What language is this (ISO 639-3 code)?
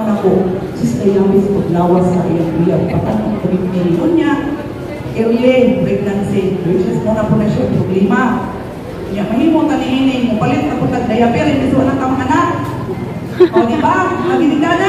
ceb